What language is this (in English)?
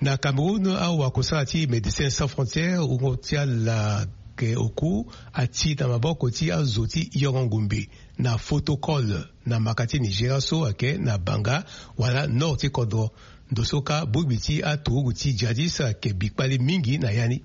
Sango